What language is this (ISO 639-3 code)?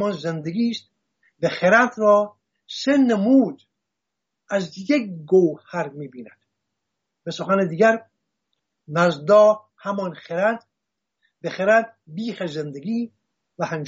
fas